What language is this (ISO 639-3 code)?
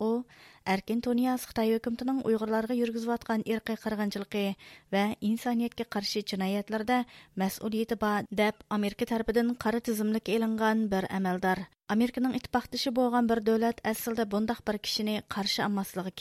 uig